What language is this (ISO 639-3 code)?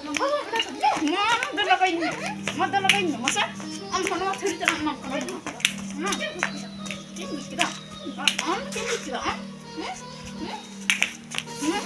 sat